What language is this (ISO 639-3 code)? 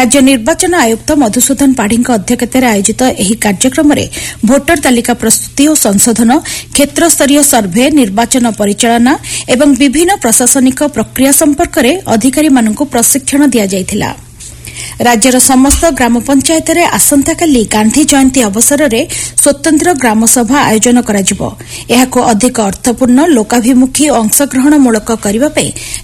ori